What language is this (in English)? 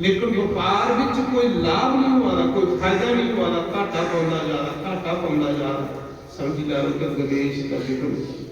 Dogri